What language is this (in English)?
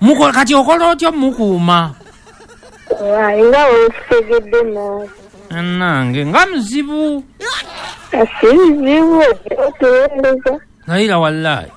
Ganda